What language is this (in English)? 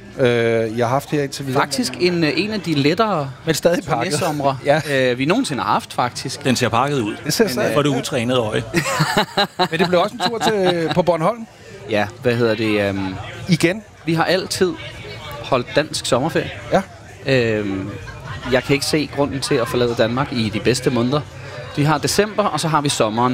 Danish